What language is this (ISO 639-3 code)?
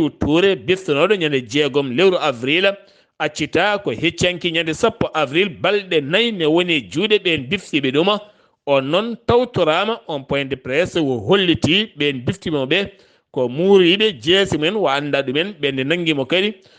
ful